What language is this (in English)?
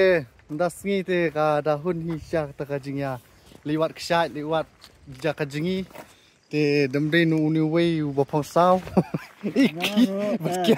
Khasi